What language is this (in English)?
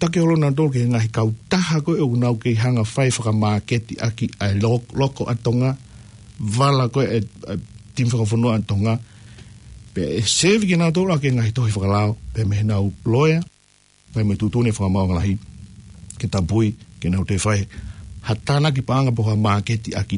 Tongan